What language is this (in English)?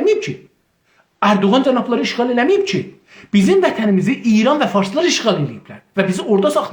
South Azerbaijani